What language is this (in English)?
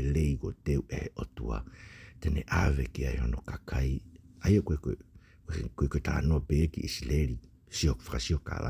Tongan